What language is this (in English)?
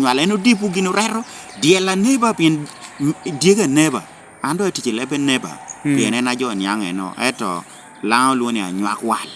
Lango (Uganda)